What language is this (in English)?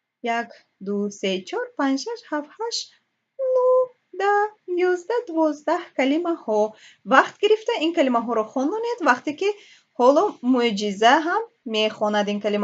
Tajik